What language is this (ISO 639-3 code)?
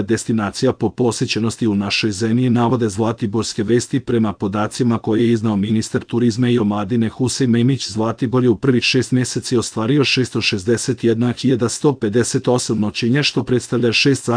srp